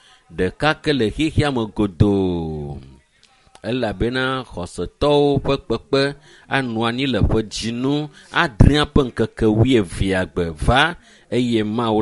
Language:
Ewe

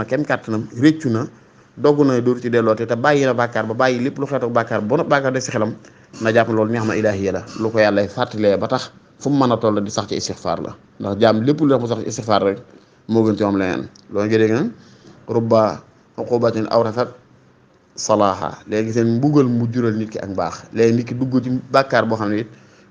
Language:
Wolof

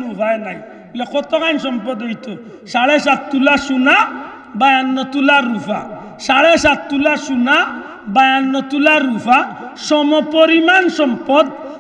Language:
Sylheti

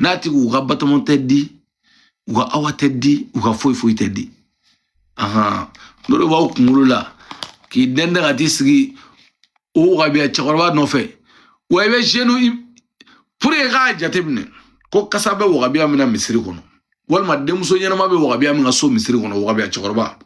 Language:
Bambara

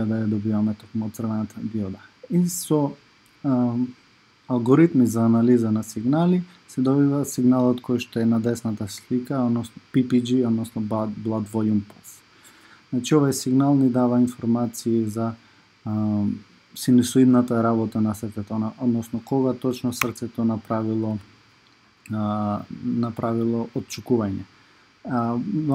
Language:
Macedonian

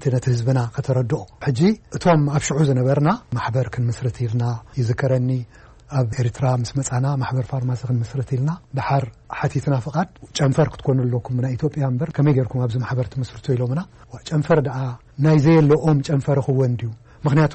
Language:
Tigrinya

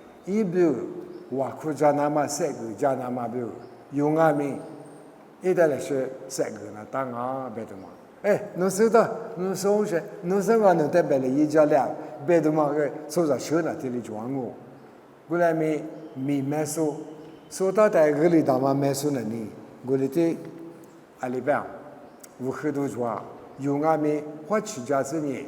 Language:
Lisu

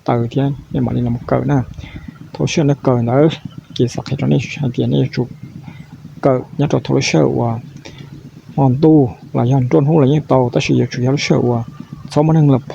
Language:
Hmong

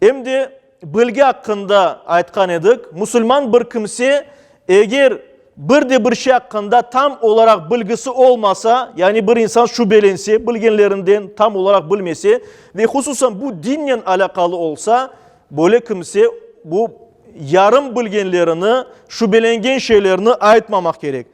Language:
Crimean Tatar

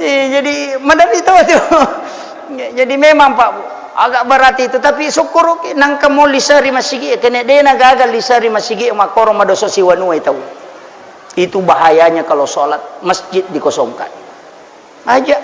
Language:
Buginese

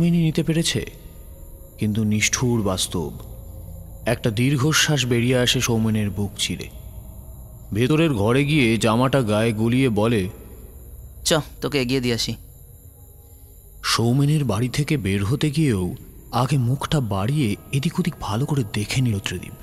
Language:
Bangla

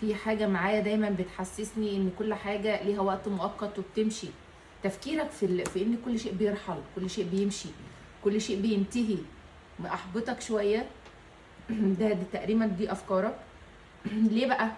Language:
Egyptian Arabic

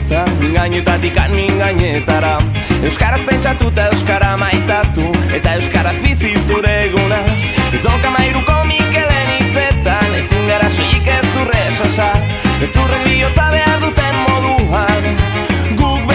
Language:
Basque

